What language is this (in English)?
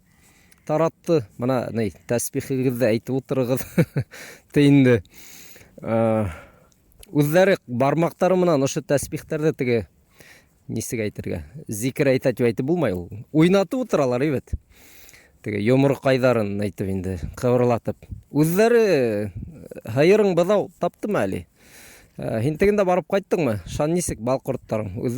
Bashkir